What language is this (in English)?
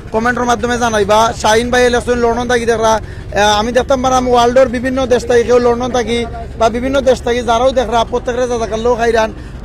Sylheti